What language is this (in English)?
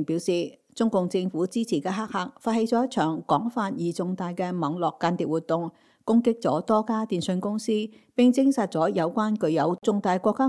Cantonese